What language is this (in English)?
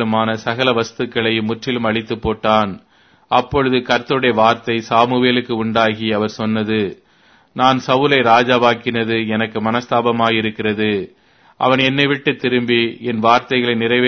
Tamil